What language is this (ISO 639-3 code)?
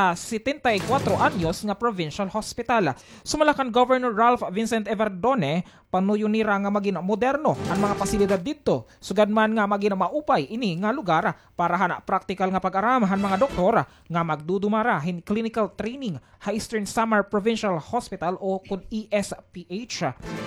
war